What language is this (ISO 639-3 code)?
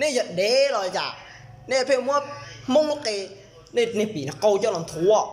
hmn